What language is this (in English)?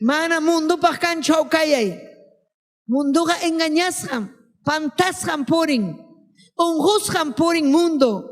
Ayacucho Quechua